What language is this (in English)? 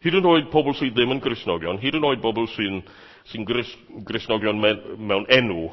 Welsh